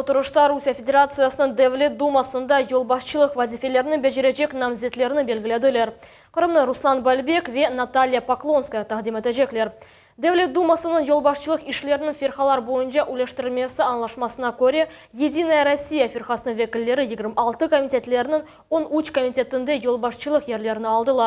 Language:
Crimean Tatar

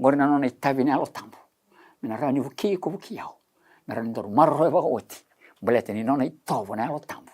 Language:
Fijian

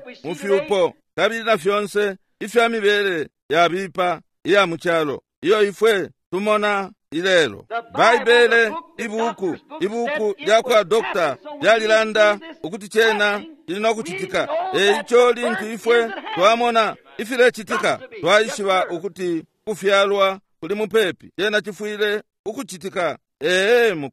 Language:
Bemba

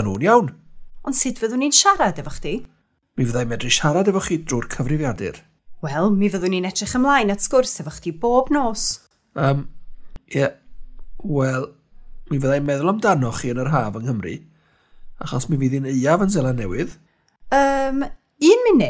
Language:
Welsh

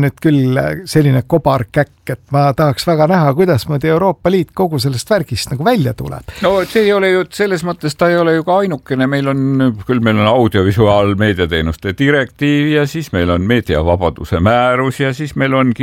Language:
Estonian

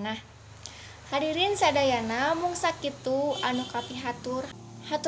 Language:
Sundanese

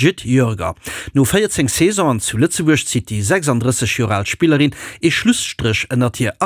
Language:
Luxembourgish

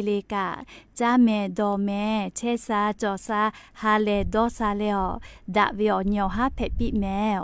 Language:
Lahu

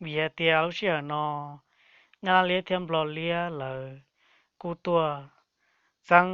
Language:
Hmong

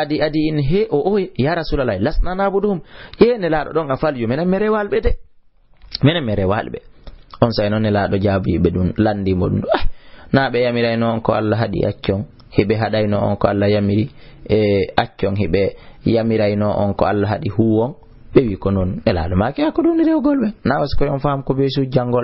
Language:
Fula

